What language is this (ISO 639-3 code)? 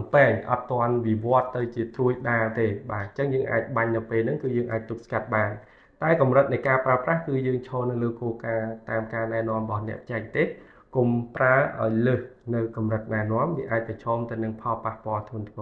khm